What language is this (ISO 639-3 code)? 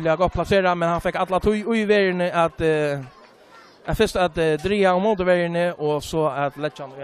fao